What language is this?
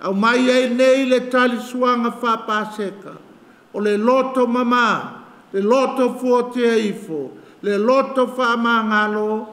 Samoan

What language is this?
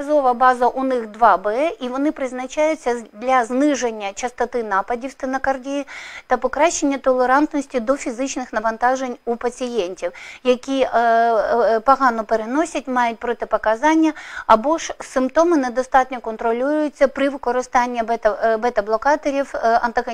Ukrainian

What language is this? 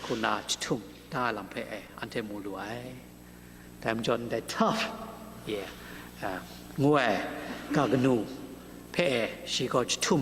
Kachin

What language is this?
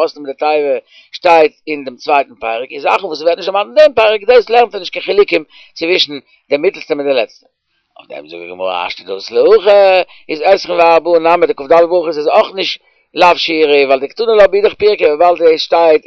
Yiddish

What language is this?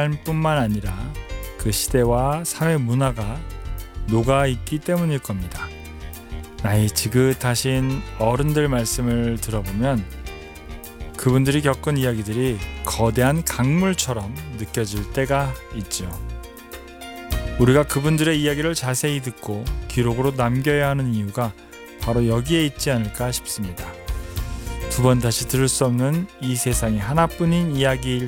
Korean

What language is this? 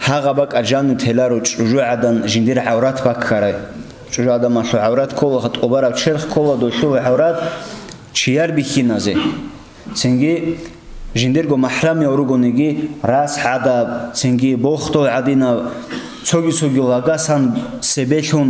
Avaric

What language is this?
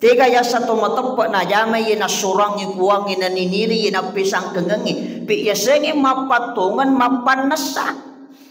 Buginese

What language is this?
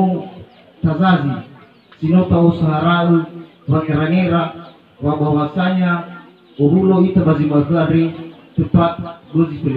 Nias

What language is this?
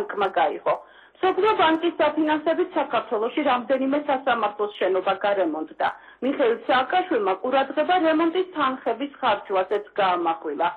Georgian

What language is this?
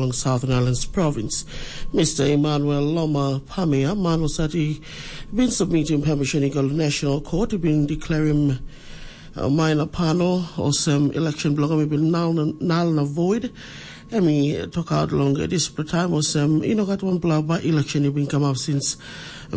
Tok Pisin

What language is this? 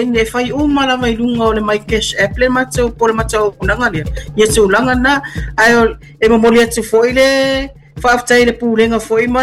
Samoan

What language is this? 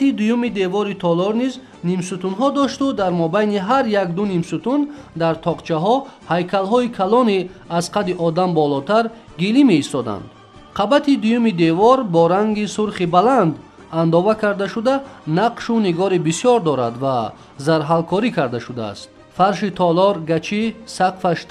Tajik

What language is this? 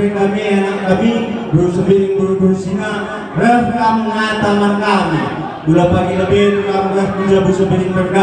Batak Karo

